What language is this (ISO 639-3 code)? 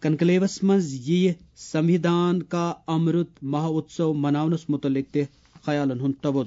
kas